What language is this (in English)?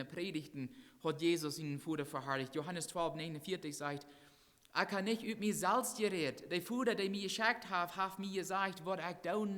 Plautdietsch